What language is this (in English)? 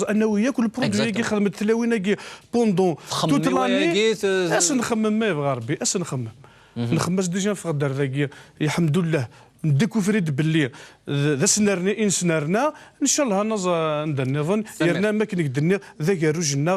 Kabyle